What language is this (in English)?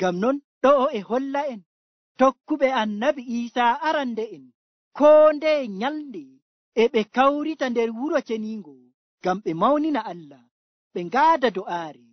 Nigerian Fulfulde